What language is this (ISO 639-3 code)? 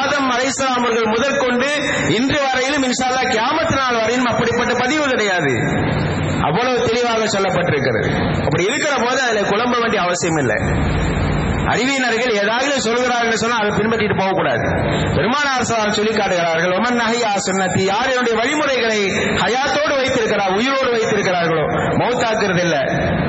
tam